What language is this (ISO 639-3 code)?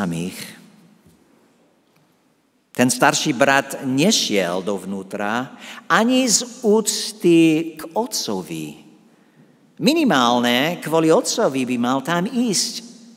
slk